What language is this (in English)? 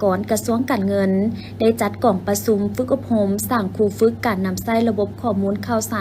Lao